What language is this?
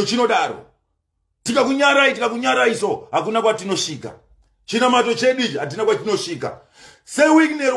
Shona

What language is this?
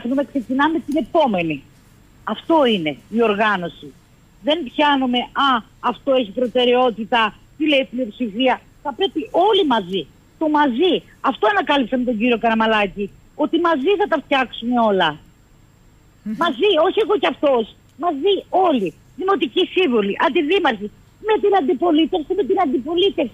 Greek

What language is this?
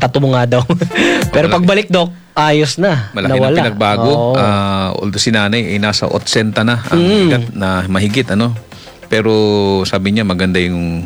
Filipino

